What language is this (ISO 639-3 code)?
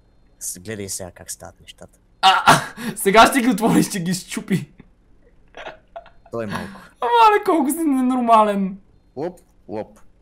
bul